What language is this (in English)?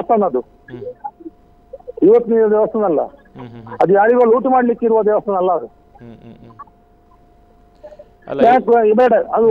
Kannada